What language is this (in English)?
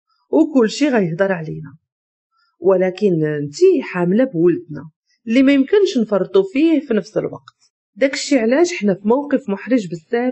Moroccan Arabic